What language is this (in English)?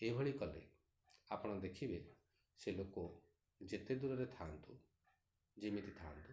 Odia